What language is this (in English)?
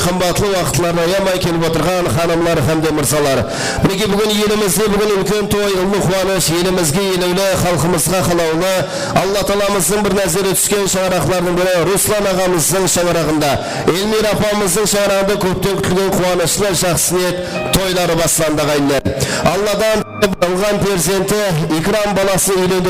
Kara-Kalpak